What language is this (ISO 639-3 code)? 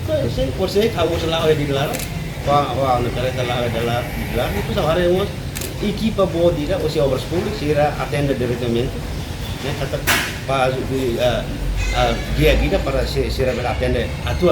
tet